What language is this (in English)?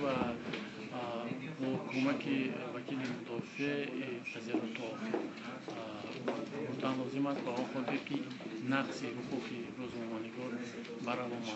Tajik